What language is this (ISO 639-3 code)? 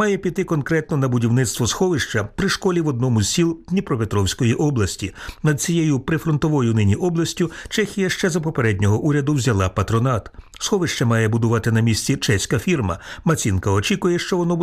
ukr